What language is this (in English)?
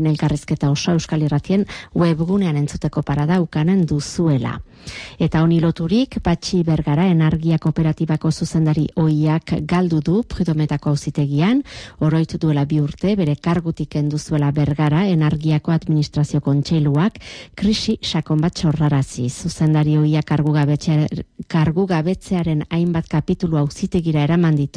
Basque